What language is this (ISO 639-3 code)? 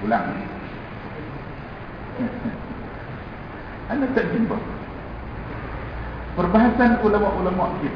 msa